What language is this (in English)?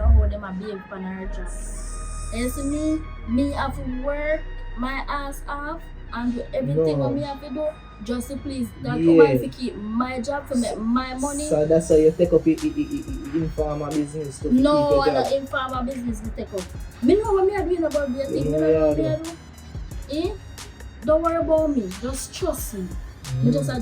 Jamaican Creole English